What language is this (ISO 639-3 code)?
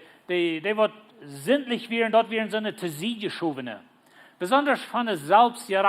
pdt